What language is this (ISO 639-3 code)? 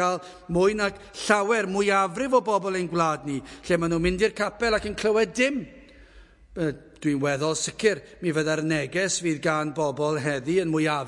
cym